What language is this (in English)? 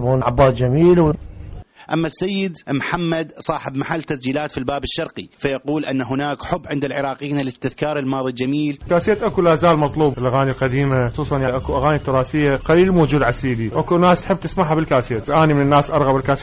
Mesopotamian Arabic